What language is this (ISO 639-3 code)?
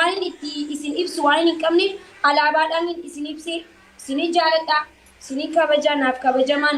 orm